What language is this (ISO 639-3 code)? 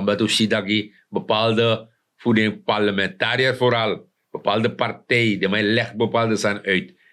srn